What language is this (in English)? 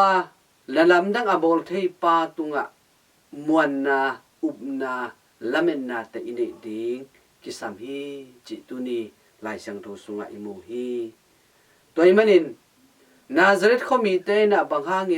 Tedim Chin